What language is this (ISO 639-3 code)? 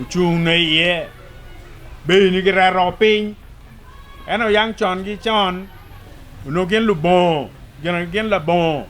ach